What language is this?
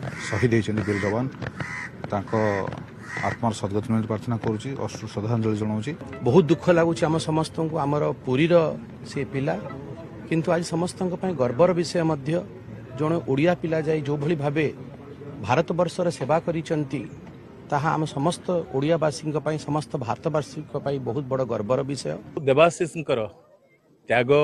Odia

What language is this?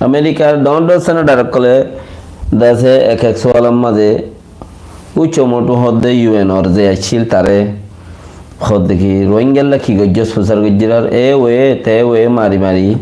Rohingya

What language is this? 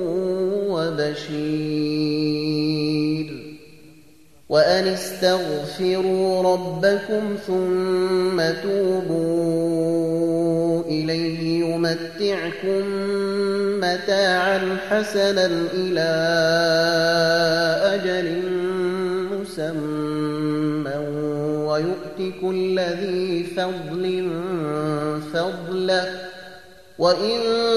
Arabic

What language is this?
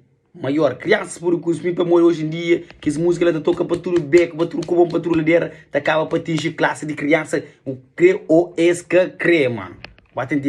Kabuverdianu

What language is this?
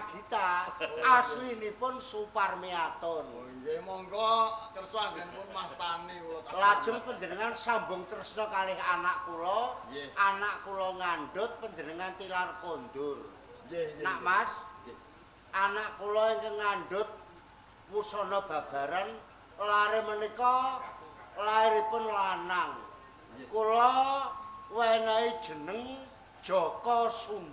Javanese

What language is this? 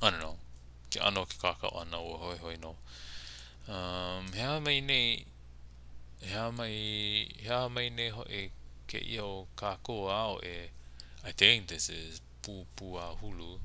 Hawaiian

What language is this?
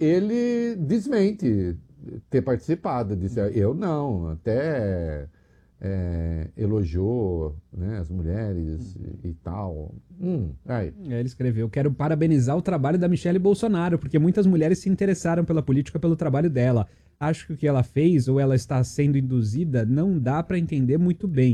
Portuguese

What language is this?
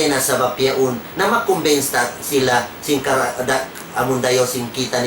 Tausug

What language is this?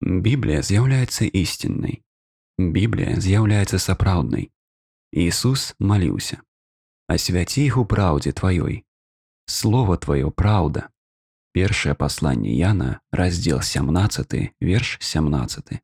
Belarusian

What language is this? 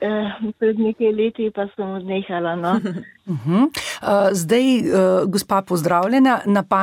Slovenian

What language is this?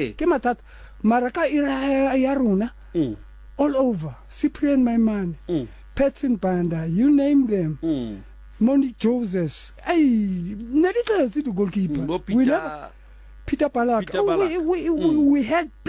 Southern Sotho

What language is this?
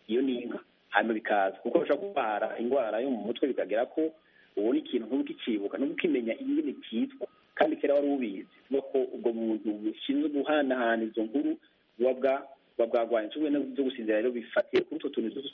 Kinyarwanda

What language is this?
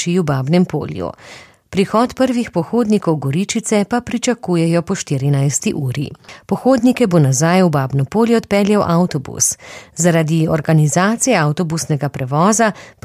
Slovenian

